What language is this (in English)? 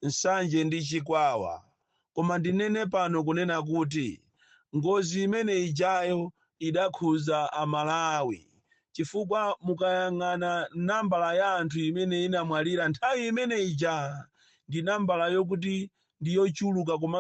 Nyanja